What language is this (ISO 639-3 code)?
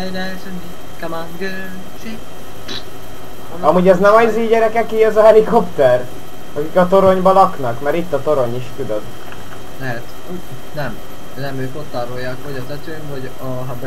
hun